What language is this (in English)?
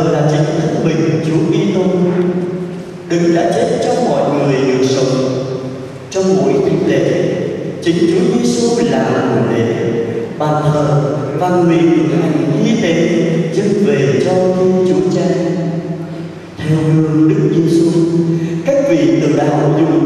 Vietnamese